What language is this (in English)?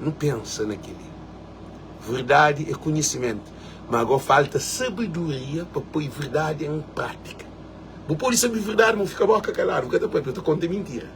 Kabuverdianu